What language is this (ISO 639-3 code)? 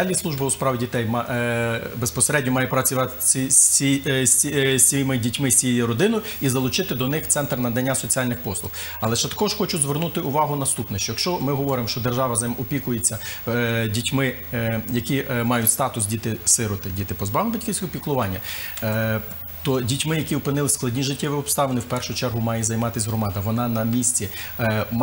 ukr